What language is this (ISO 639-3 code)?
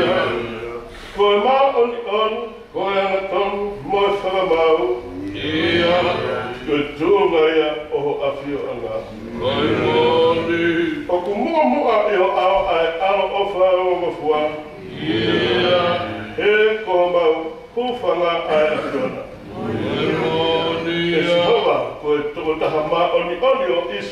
ton